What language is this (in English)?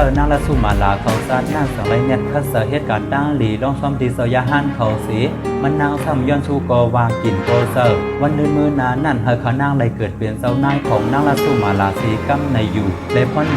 Shan